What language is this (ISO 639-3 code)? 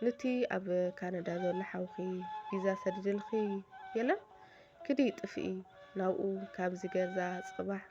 tir